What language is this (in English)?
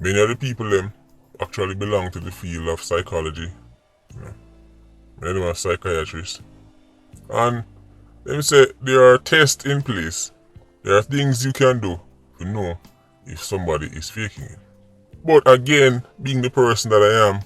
Jamaican Creole English